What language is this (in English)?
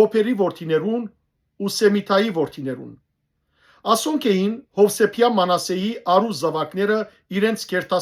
Western Armenian